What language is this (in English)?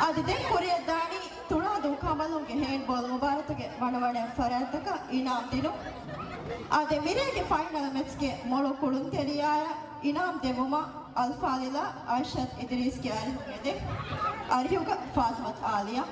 Divehi